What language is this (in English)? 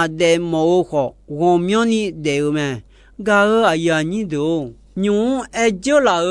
Akha